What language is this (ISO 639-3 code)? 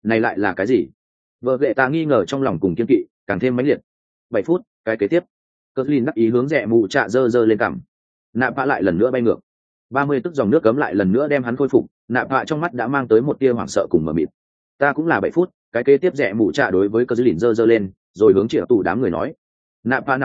vie